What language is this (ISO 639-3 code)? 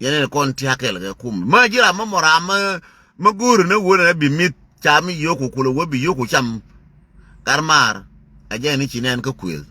nus